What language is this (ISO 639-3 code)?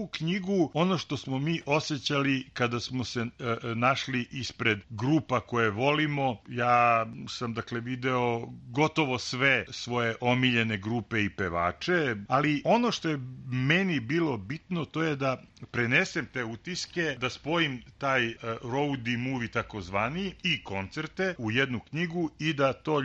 srp